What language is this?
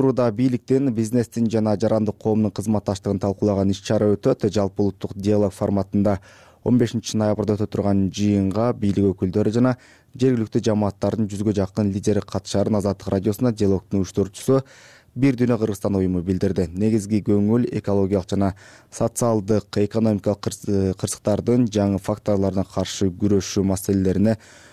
Kyrgyz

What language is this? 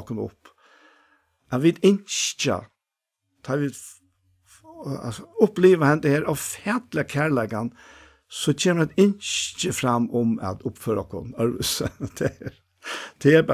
Faroese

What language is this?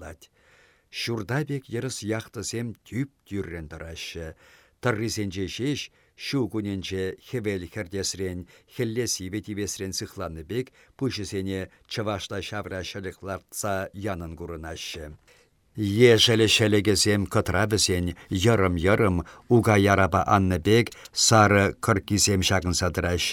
Chuvash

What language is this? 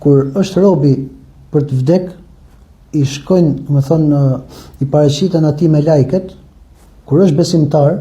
Albanian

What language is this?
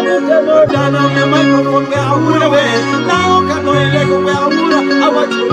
Lango (Uganda)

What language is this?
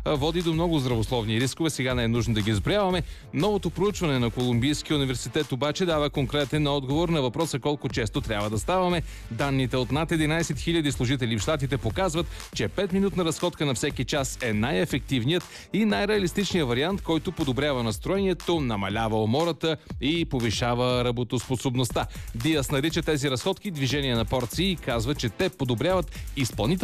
Bulgarian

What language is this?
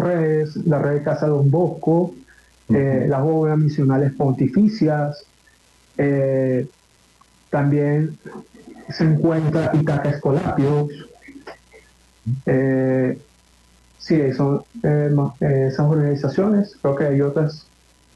Spanish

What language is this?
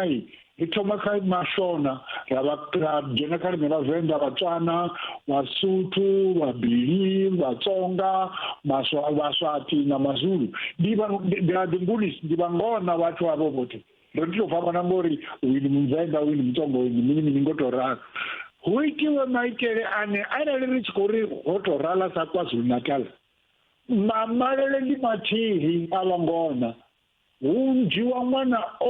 Venda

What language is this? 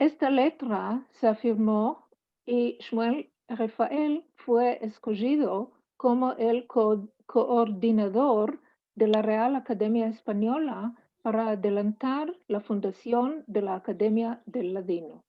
Ladino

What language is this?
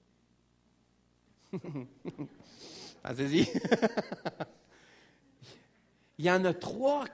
French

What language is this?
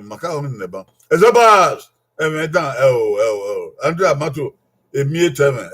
Bini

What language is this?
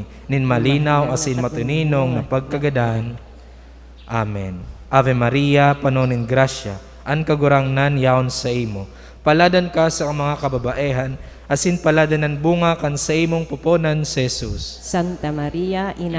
Bikol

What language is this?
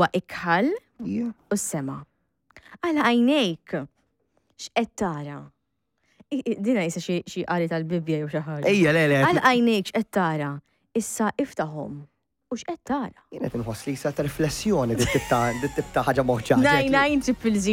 Maltese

